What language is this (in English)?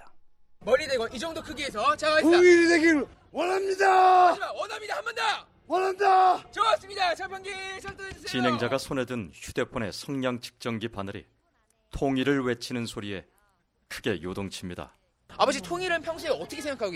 Korean